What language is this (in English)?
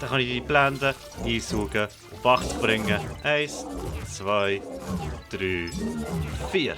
Swiss German